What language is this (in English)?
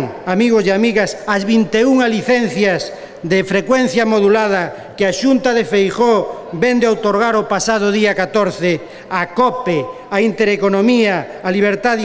Galician